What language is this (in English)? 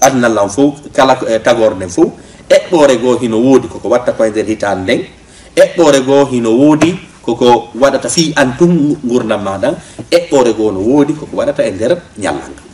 Fula